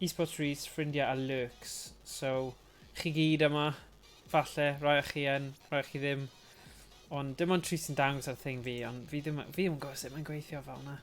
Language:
Welsh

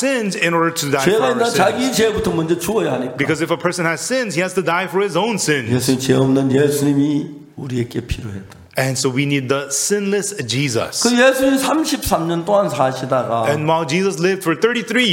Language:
Korean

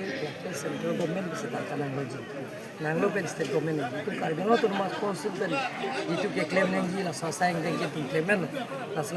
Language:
Karbi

